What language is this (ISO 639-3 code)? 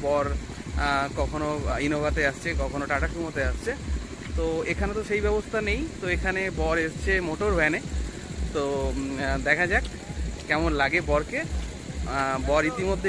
ben